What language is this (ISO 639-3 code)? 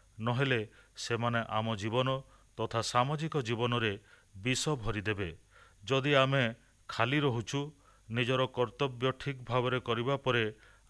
ori